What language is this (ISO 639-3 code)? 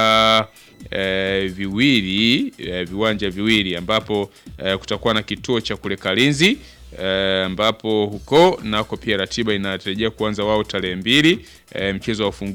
swa